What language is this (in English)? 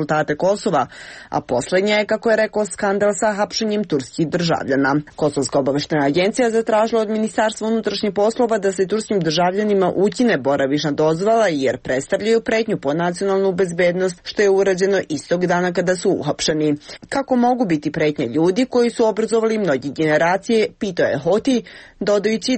Serbian